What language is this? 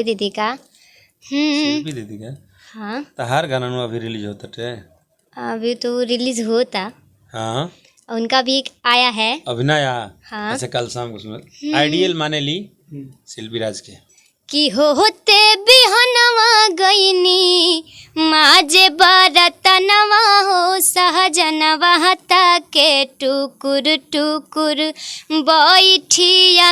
Bhojpuri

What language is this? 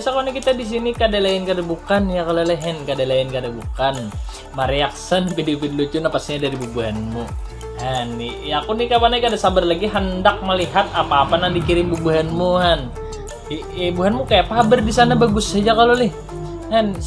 Banjar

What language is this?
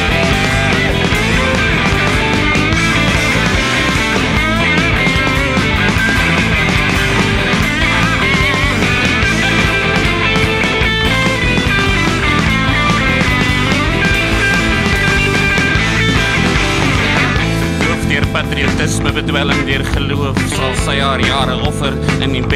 Afrikaans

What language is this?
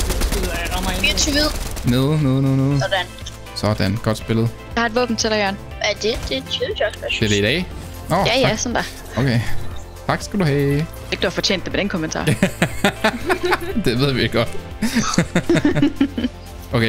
Danish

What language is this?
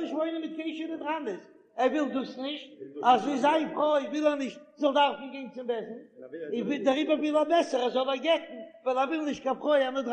Yiddish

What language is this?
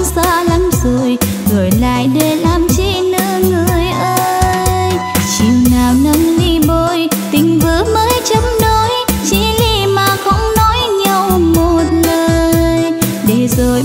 Vietnamese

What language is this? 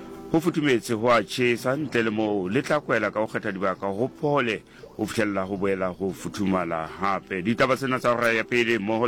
Southern Sotho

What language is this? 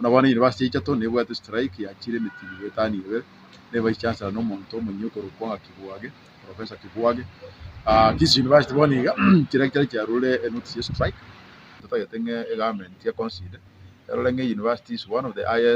Gusii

